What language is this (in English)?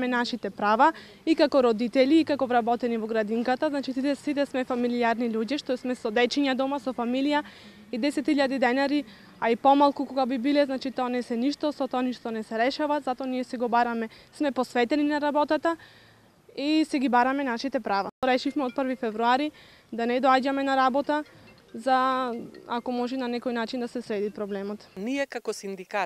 Macedonian